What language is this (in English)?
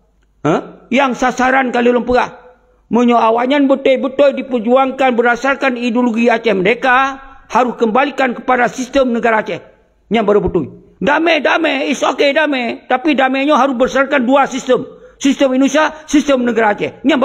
Achinese